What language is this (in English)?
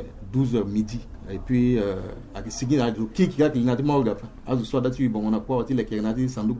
Sango